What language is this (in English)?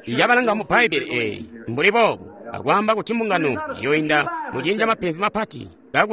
Tonga (Zambia)